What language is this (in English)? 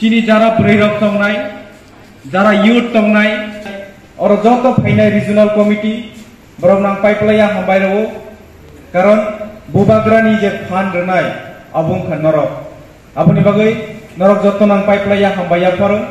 Kok Borok